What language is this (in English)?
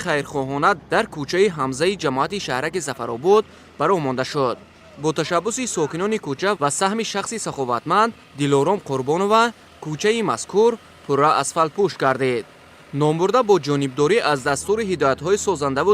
Tajik